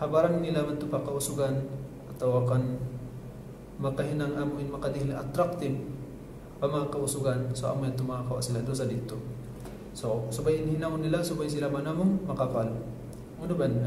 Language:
Tausug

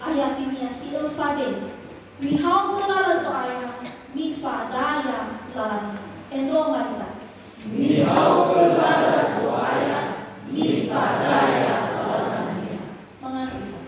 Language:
Nias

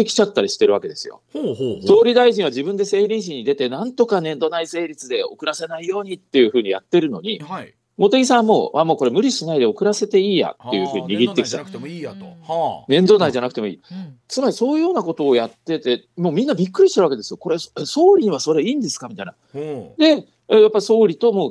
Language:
Japanese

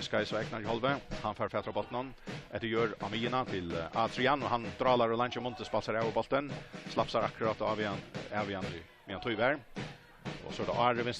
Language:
Faroese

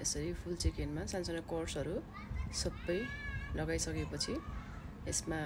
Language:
Nepali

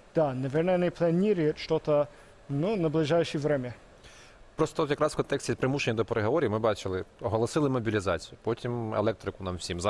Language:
Ukrainian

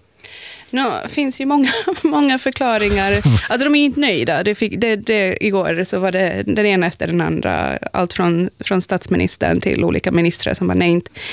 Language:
Swedish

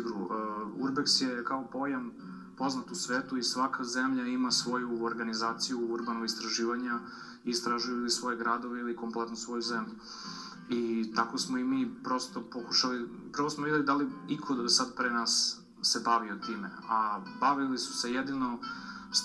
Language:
Serbian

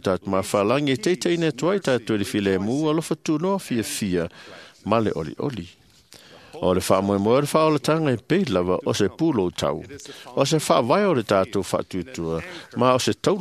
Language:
Samoan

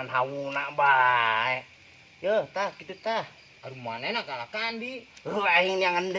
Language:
Sundanese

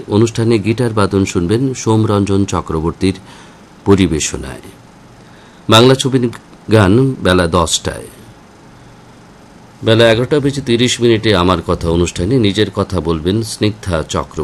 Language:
Bangla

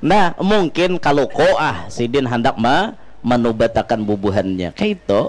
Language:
Banjar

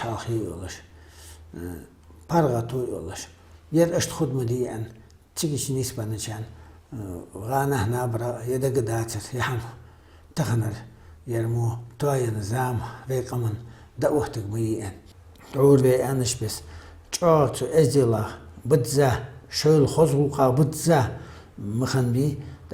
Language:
Ingush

